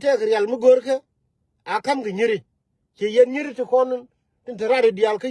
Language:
Nuer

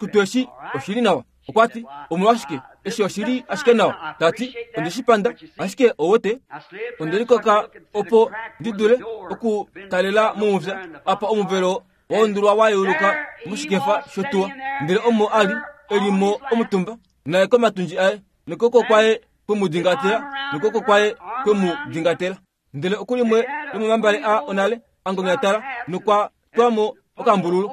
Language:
Kuanyama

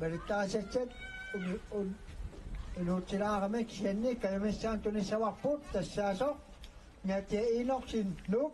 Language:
Kalaallisut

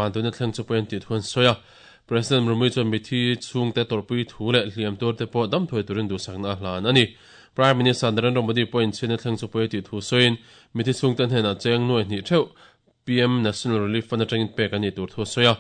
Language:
Mizo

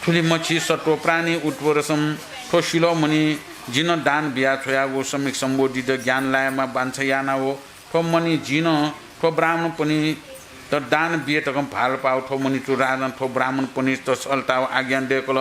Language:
Newari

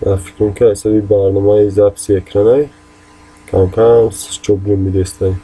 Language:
Tajik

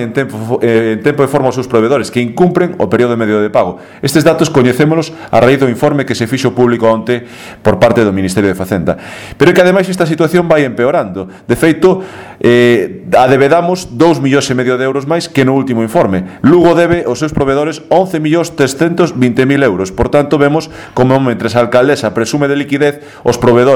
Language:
Galician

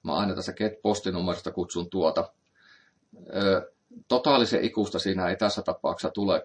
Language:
Finnish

